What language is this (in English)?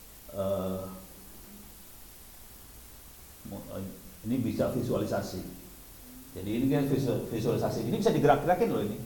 Indonesian